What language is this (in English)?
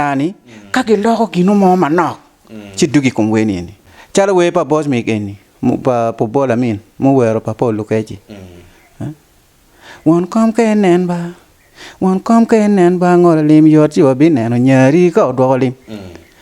Acoli